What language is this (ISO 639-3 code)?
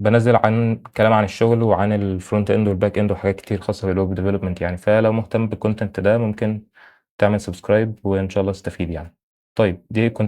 arz